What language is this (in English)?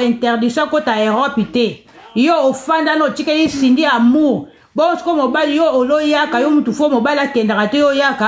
Lingala